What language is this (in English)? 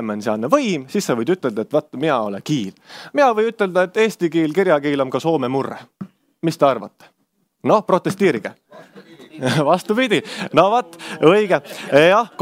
Estonian